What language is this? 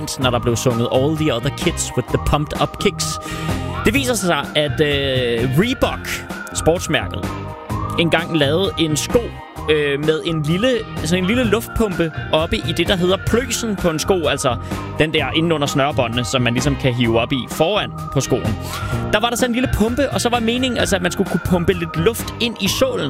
Danish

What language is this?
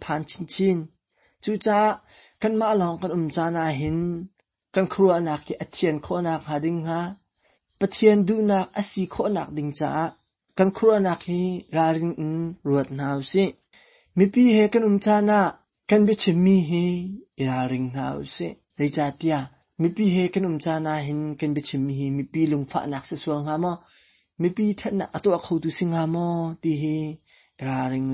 Hakha Chin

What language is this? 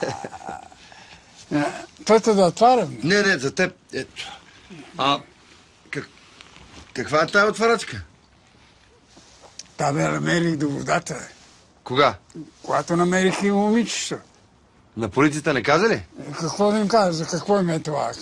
Bulgarian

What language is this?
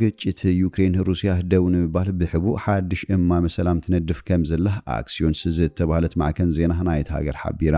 Tigrinya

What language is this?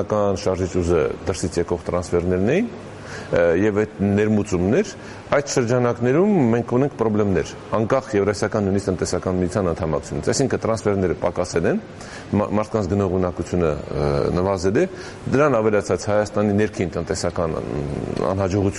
Armenian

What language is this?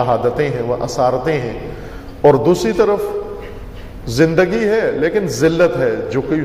Urdu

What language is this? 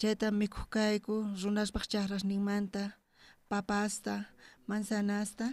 South Bolivian Quechua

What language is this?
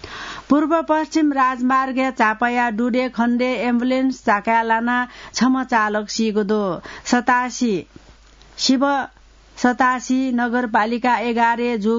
Newari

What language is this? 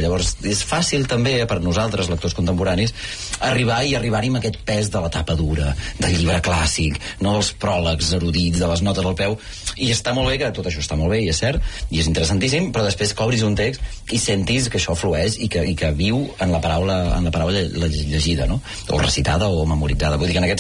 Catalan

